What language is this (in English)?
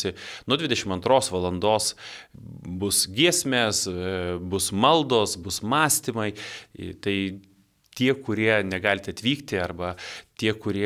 Lithuanian